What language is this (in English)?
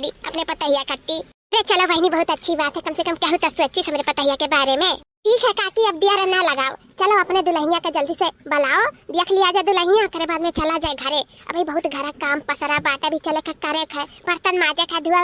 Awadhi